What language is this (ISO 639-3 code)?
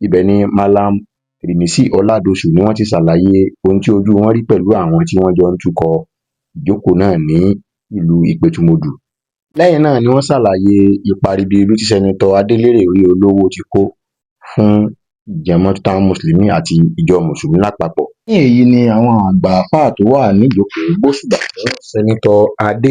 yor